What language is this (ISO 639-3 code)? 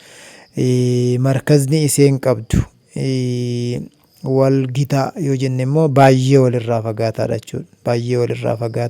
orm